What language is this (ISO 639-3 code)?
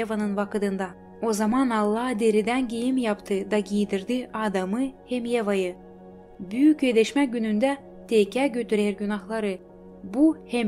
gag